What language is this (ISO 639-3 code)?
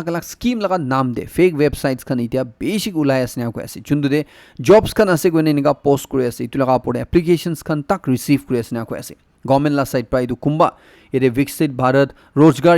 nag